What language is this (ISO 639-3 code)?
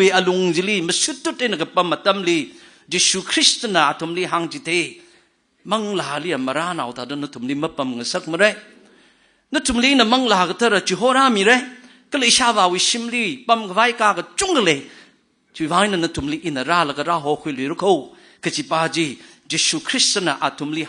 nmf